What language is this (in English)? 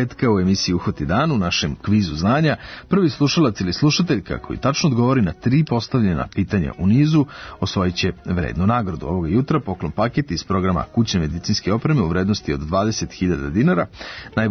Serbian